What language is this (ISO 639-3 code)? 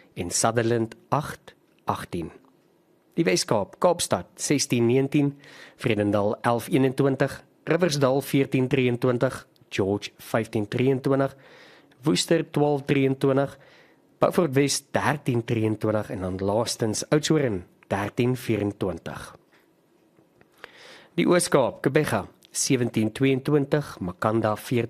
afr